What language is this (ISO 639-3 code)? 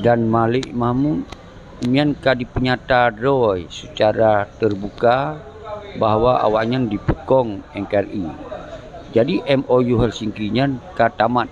ace